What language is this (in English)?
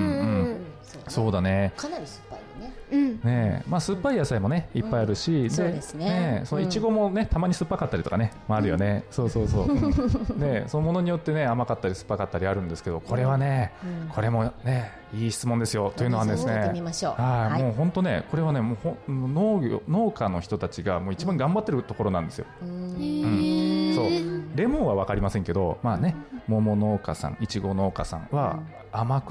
Japanese